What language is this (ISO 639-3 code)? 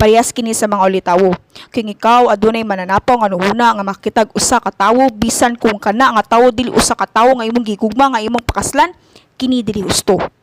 ceb